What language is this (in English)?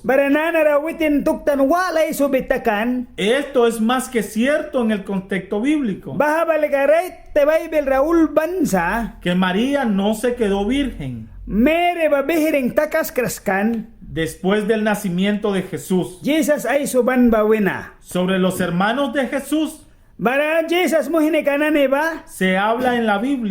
Mískito